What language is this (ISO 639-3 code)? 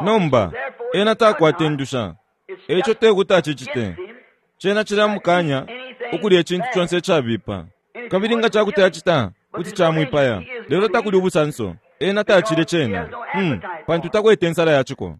bem